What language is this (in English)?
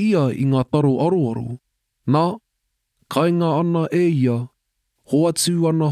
Māori